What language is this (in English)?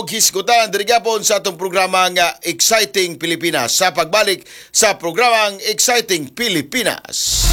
Cebuano